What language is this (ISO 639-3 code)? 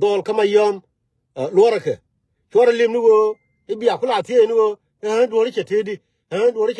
nus